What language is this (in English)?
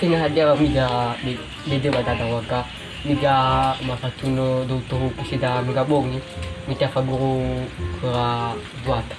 Nias